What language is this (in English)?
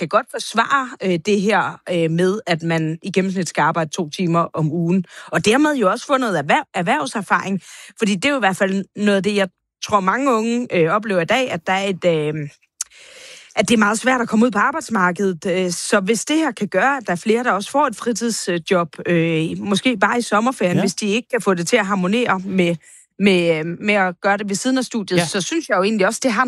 Danish